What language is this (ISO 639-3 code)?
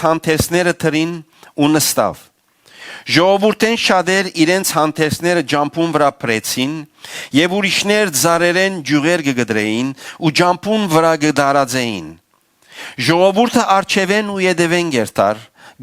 hyw